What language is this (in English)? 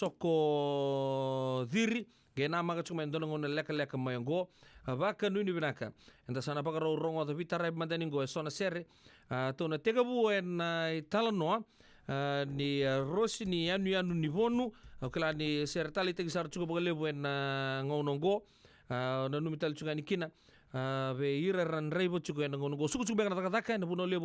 Fijian